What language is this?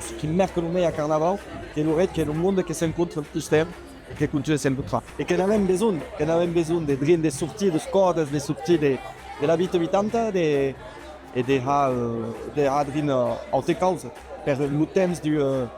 Occitan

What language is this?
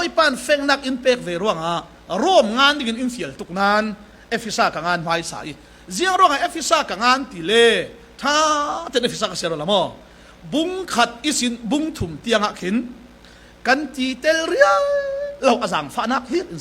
Falam Chin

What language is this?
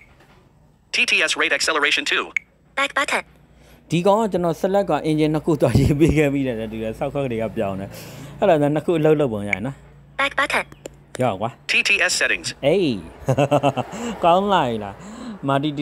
Burmese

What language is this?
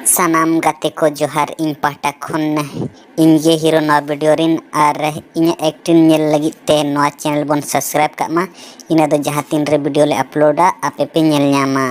Santali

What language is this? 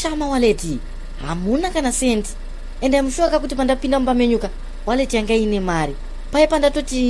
Shona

